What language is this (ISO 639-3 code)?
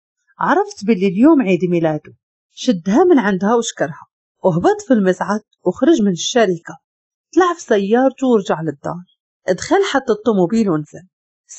ary